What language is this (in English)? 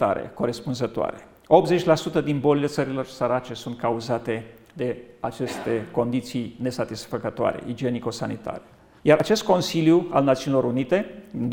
Romanian